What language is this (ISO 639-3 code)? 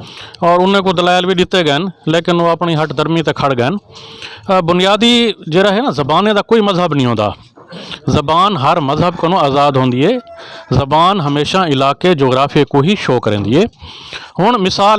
skr